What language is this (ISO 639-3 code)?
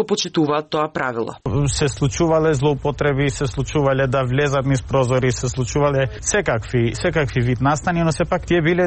mkd